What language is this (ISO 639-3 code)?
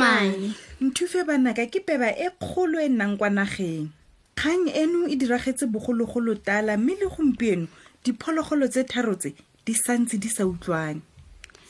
tsn